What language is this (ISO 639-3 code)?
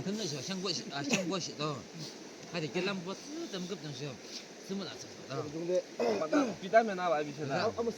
yim